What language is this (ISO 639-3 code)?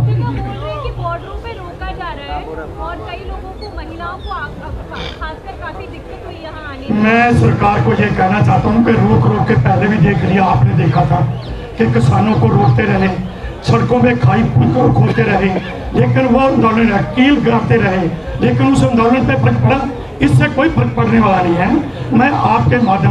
hin